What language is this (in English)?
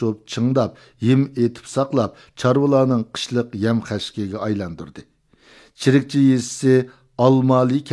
Uyghur